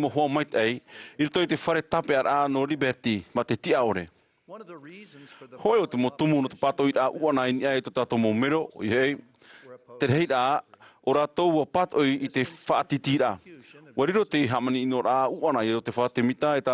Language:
Tahitian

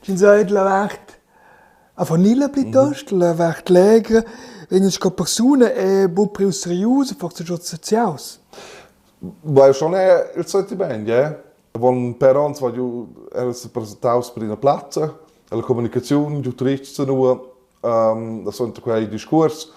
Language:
Romansh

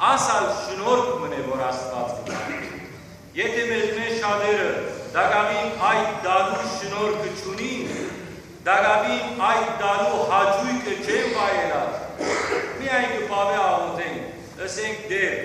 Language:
Western Armenian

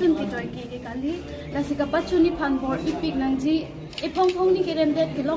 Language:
Karbi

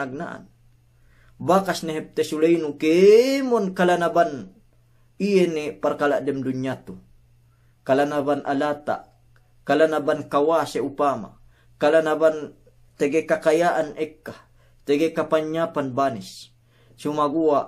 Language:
Yakan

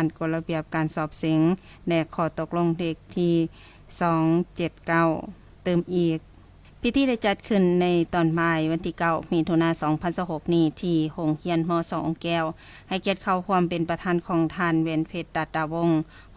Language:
Lao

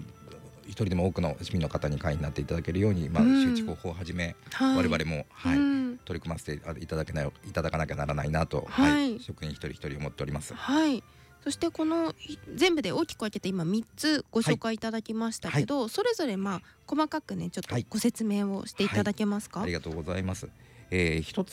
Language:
Japanese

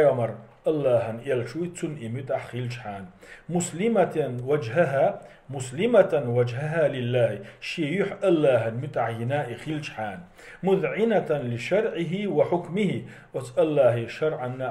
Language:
Chechen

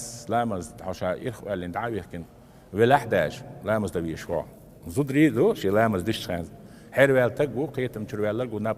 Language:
Chechen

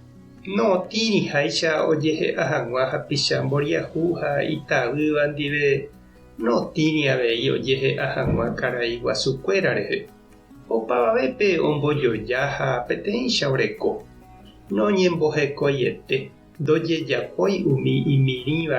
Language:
Guarani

